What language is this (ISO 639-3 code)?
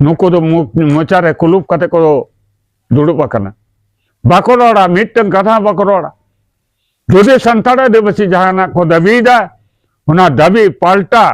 sat